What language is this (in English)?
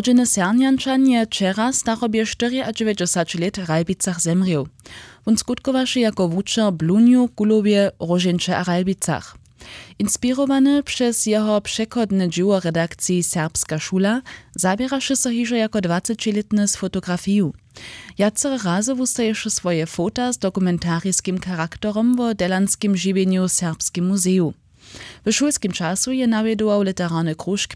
Upper Sorbian